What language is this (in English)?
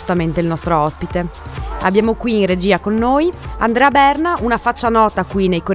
Italian